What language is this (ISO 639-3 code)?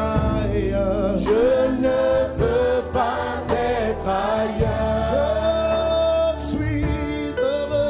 fra